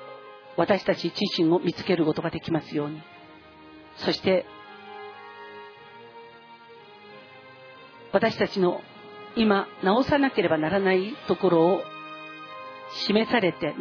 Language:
Japanese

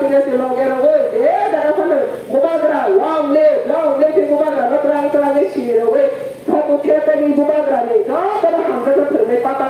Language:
Kok Borok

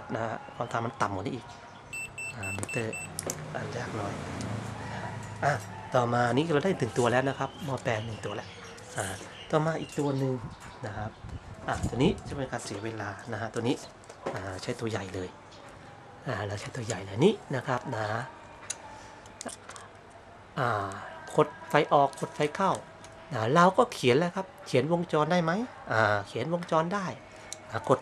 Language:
Thai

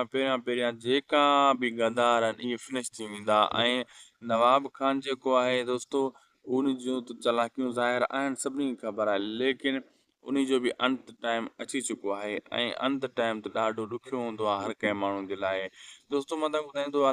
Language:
Sindhi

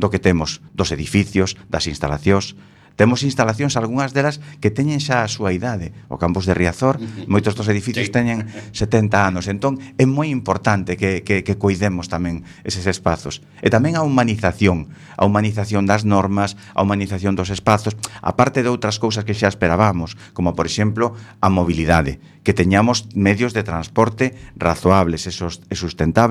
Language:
Galician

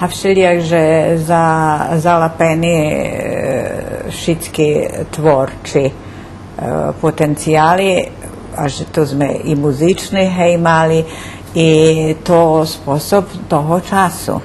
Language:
Rusyn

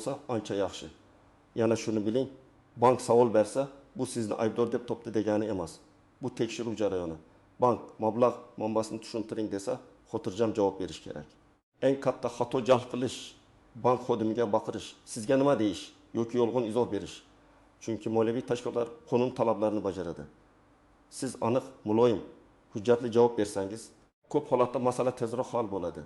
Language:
Uzbek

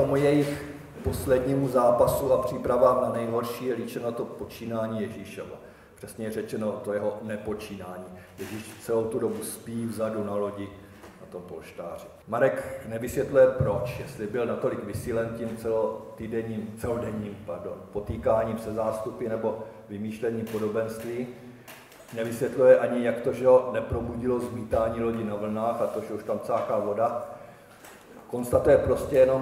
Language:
Czech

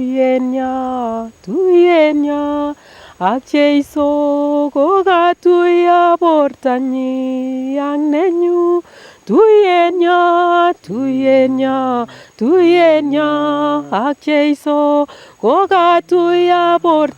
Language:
Nandi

